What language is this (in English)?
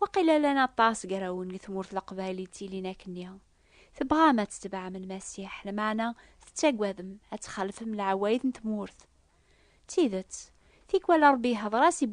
Kabyle